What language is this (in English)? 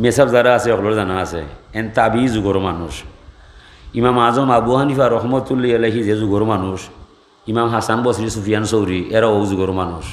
Sylheti